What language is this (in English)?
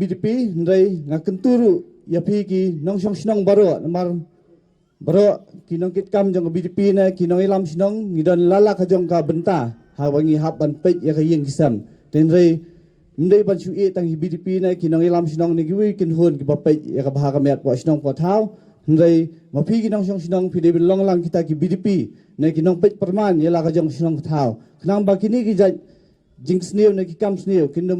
Khasi